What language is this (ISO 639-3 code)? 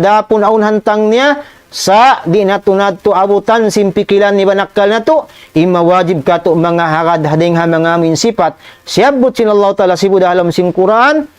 tsg